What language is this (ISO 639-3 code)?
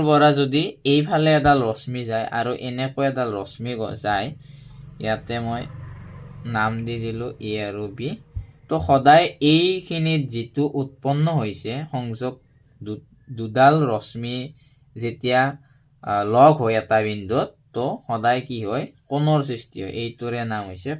asm